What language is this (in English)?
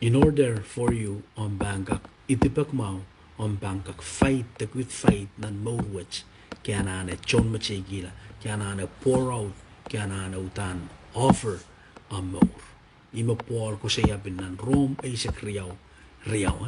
Pohnpeian